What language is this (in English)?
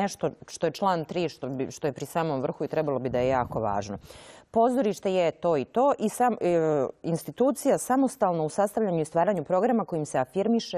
Serbian